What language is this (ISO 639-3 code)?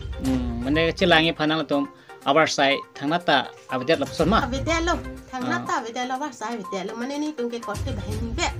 mjw